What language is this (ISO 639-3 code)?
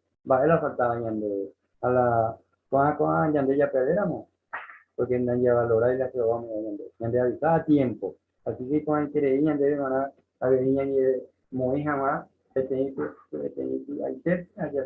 grn